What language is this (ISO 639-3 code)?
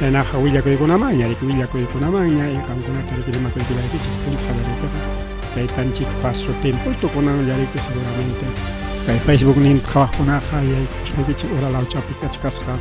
quy